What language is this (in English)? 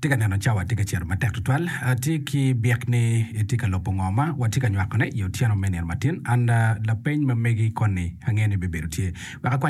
Acoli